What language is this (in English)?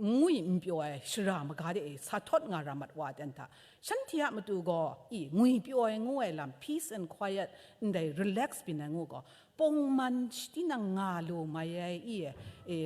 Kachin